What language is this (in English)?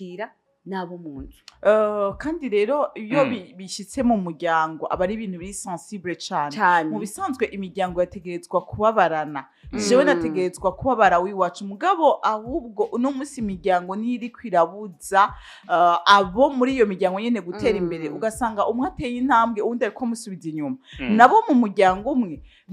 Rundi